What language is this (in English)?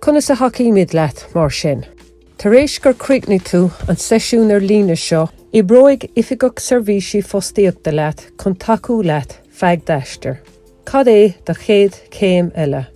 Irish